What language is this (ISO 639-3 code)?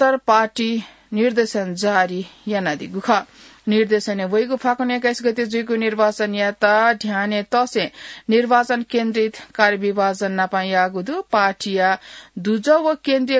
new